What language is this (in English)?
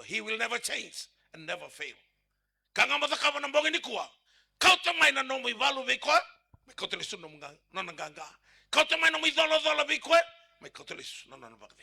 Fijian